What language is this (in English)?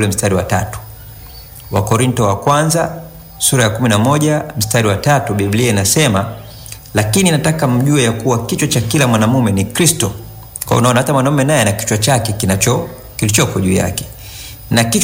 Swahili